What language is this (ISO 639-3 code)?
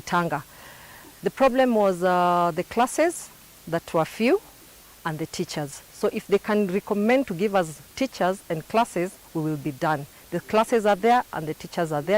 kam